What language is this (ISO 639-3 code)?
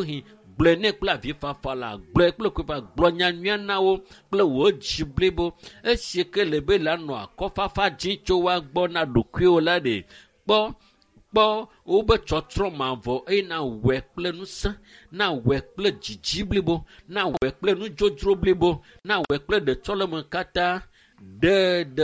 ewe